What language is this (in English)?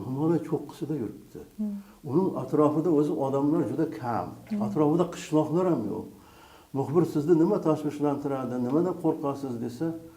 Uzbek